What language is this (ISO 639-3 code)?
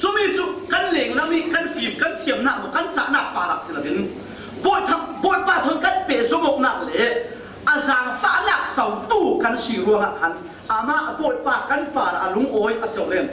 cfm